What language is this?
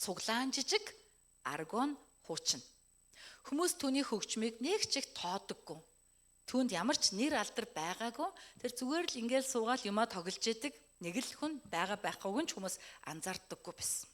Mongolian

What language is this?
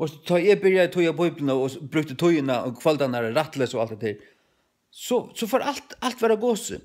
Faroese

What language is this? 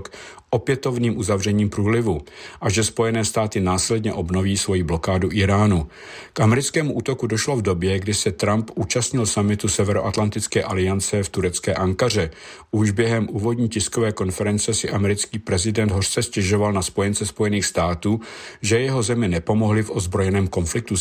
Czech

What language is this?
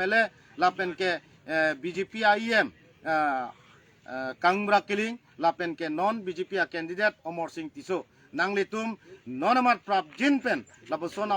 Karbi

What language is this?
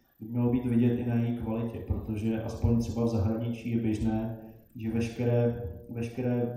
Czech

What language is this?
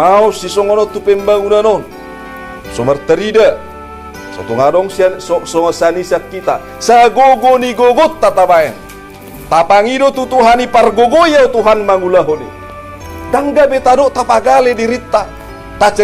Batak Toba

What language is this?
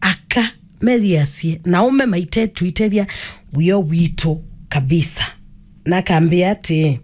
Kamba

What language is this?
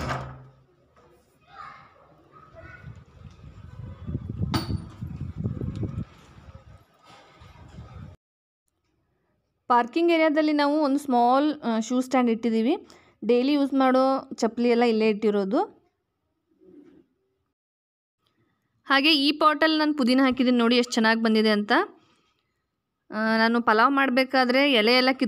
Kannada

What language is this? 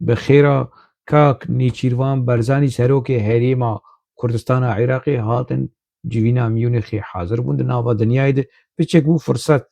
Kurdish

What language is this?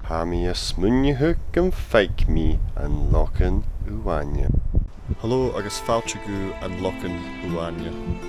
Scottish Gaelic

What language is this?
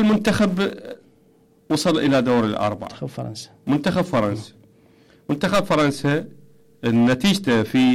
Mesopotamian Arabic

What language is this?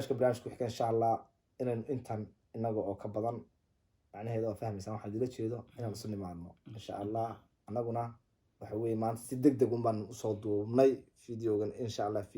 Somali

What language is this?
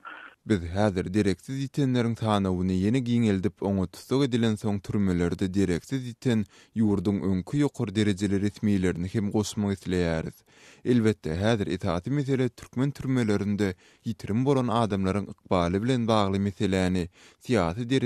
Turkmen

